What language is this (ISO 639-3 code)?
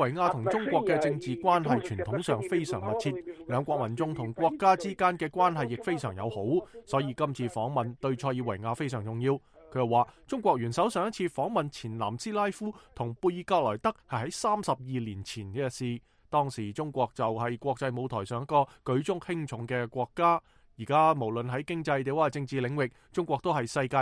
yue